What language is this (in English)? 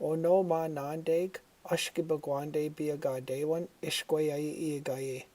Chippewa